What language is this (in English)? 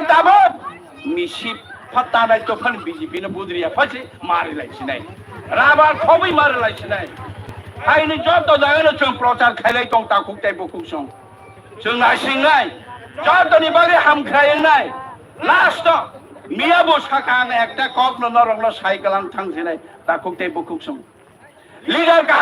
Kok Borok